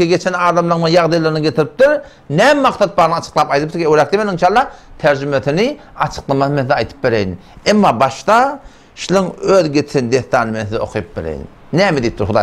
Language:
Turkmen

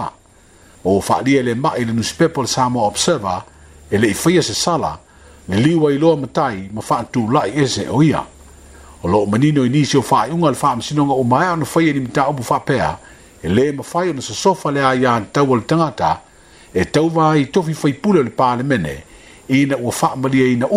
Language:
Samoan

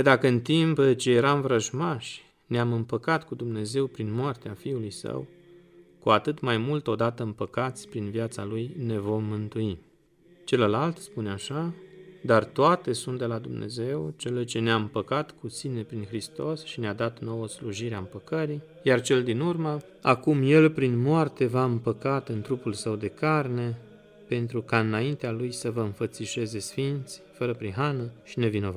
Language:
Romanian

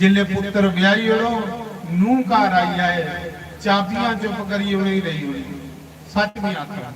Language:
Dogri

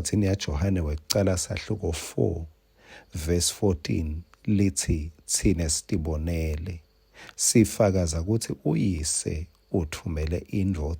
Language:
Swati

